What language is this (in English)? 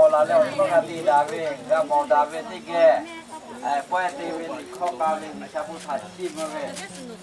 Lahu